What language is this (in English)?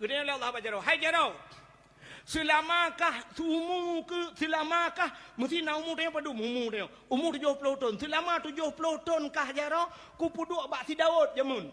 Achinese